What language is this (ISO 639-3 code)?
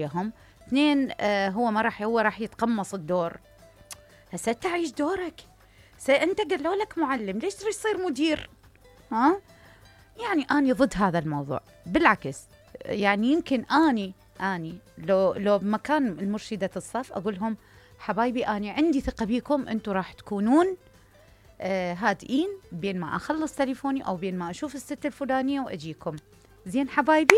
acm